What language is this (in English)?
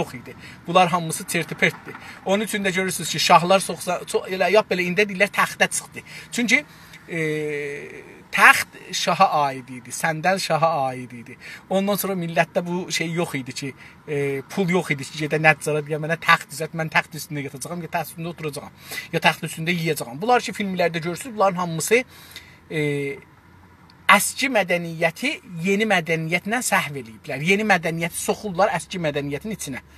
South Azerbaijani